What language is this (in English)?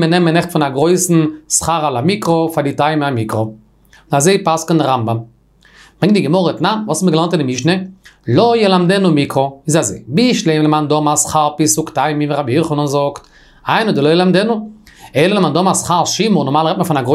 Yiddish